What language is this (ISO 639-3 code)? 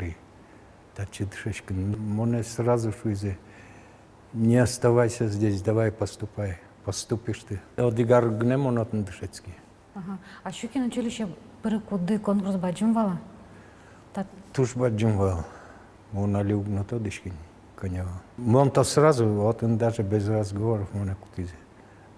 udm